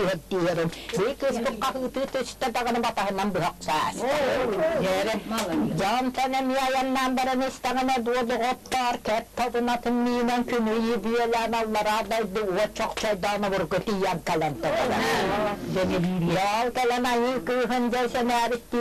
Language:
Yakut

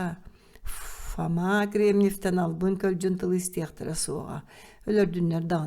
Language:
Yakut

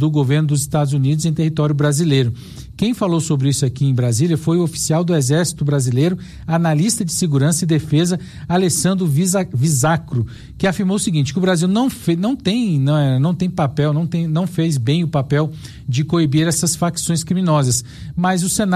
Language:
Portuguese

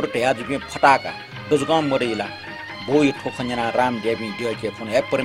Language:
Newari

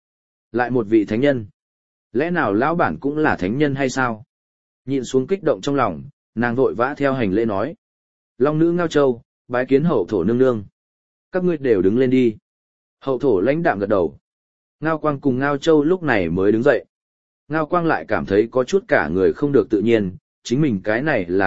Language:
Vietnamese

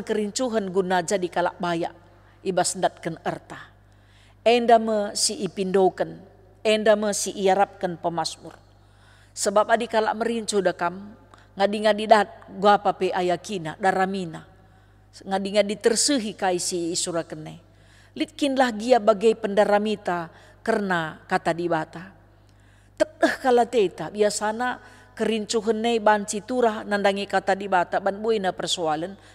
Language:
Batak Karo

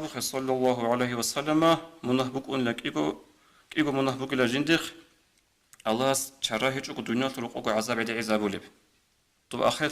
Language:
Avaric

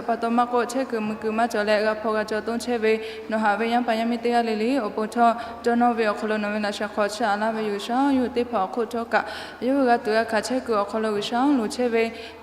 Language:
Lahu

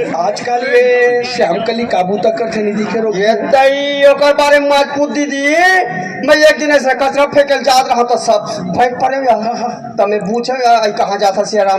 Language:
Chhattisgarhi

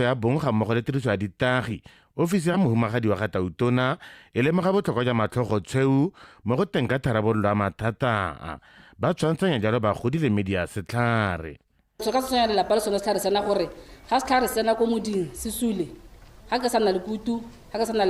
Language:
Tswana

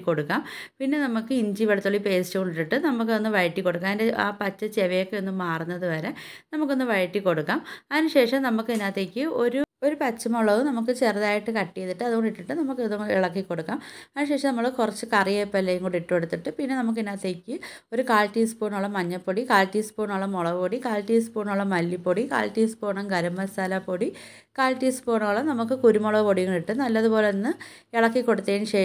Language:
Malayalam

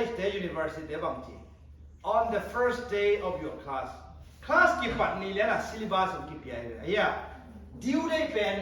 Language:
Tedim Chin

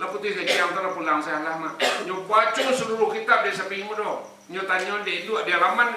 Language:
Minangkabau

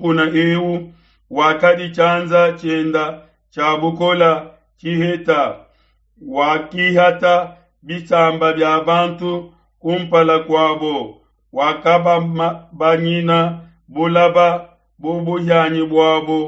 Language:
Luba-Lulua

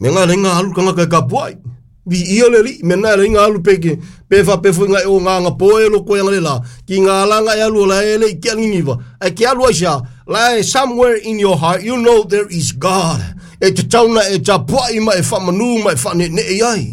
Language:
Samoan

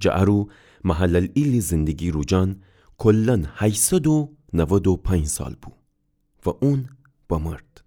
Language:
Gilaki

